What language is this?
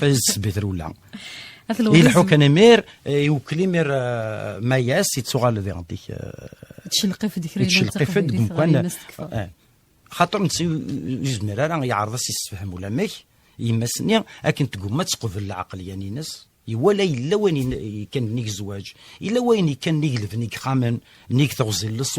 Kabyle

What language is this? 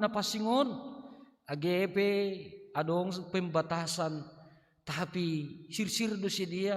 Batak Simalungun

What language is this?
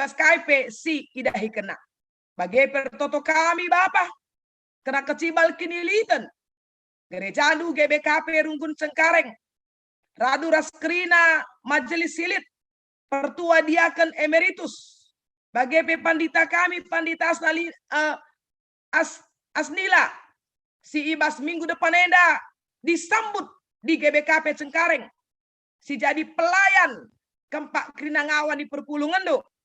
Batak Karo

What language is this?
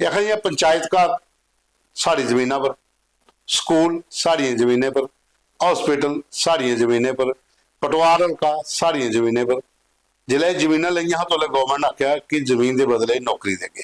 Dogri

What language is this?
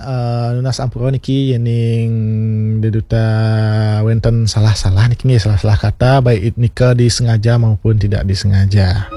Balinese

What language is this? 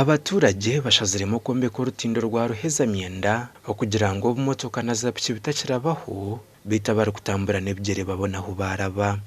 Nyankole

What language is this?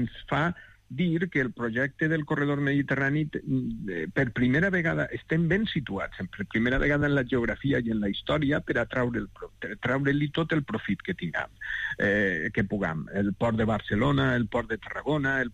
Catalan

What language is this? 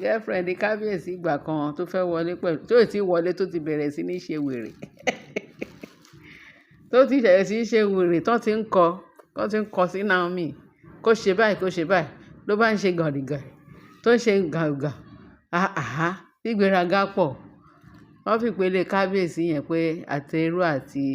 Yoruba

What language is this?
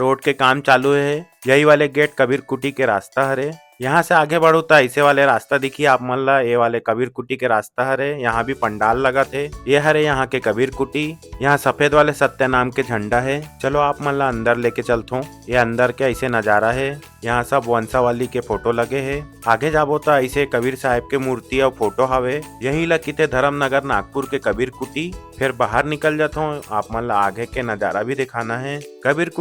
Chhattisgarhi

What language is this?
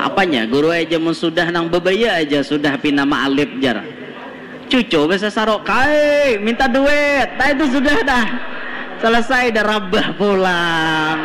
Banjar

